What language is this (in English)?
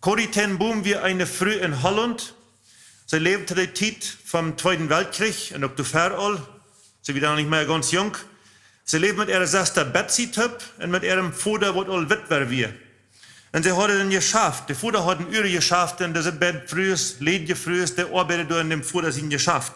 Plautdietsch